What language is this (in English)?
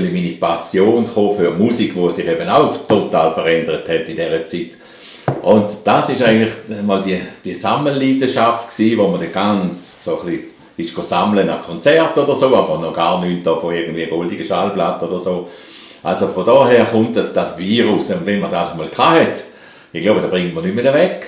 Swiss German